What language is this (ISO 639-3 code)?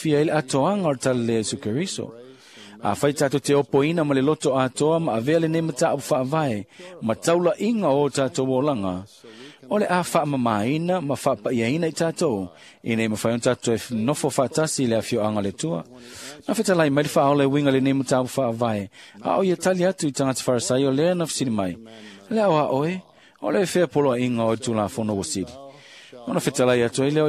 smo